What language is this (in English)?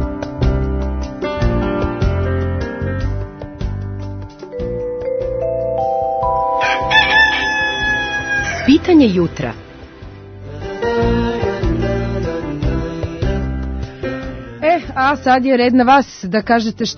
Serbian